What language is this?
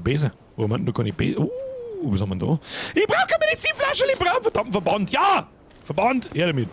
Bavarian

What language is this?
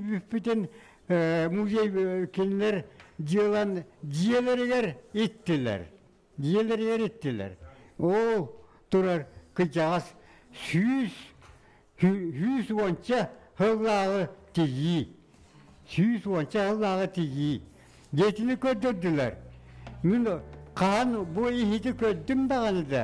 Yakut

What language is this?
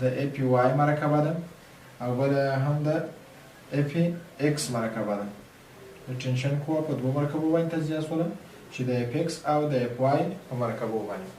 Pashto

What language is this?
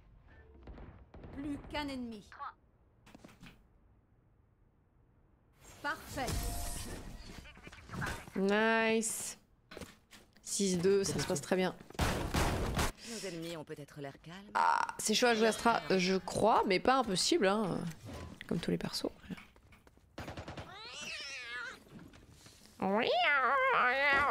French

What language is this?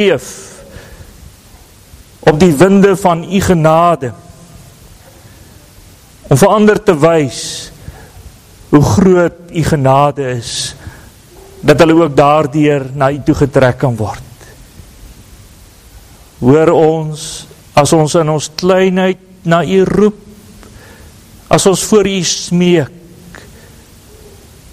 Afrikaans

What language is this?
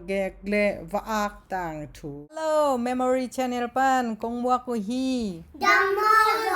Tedim Chin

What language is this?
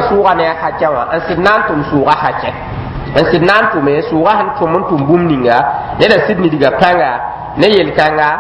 Mossi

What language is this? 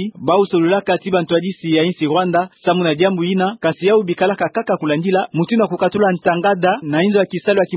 Kituba (Democratic Republic of Congo)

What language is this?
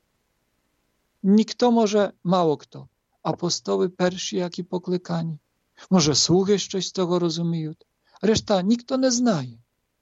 Ukrainian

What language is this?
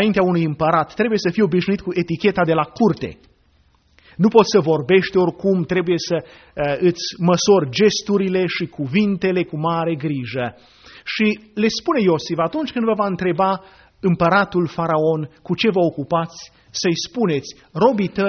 Romanian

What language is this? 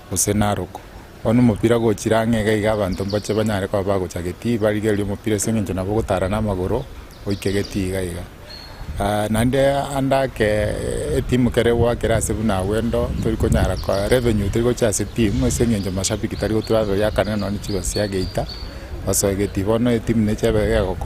Gusii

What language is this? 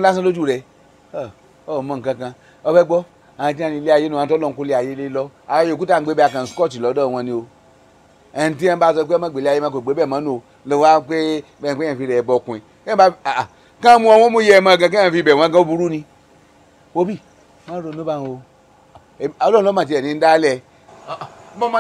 Yoruba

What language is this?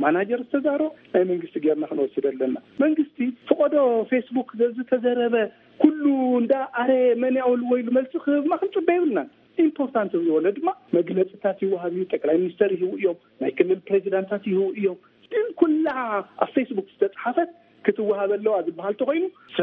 Tigrinya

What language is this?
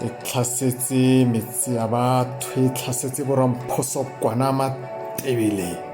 Tswana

